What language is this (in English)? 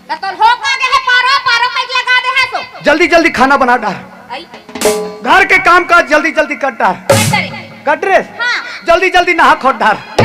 Chhattisgarhi